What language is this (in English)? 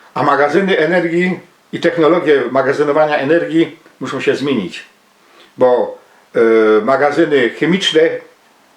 Silesian